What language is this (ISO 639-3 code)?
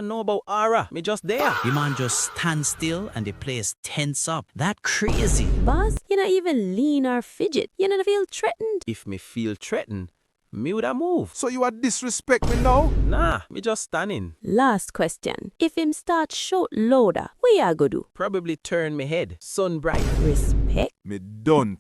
jam